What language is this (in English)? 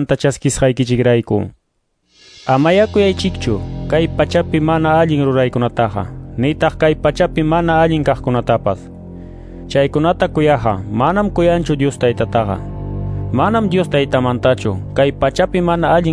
Quechua